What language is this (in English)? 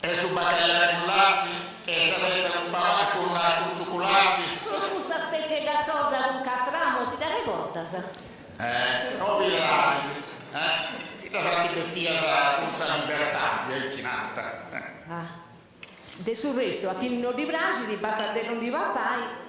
Sardinian